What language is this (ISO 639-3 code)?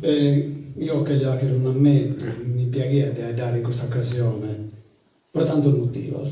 srd